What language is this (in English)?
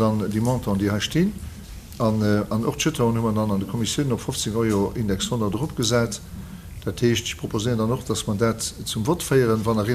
Luxembourgish